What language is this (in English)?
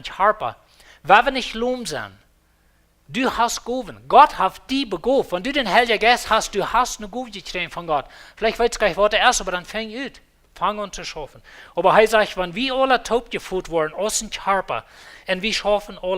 Plautdietsch